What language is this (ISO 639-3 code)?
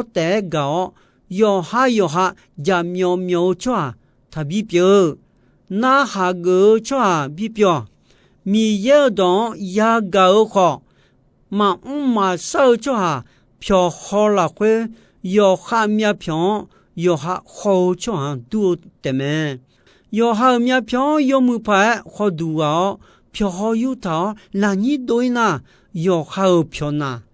ahk